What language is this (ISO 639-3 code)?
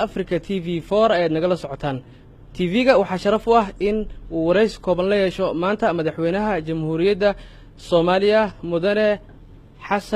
som